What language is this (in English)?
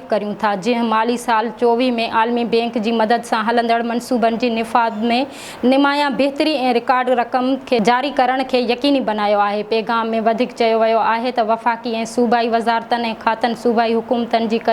Sindhi